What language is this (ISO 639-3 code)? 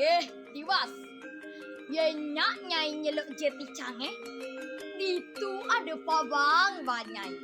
ban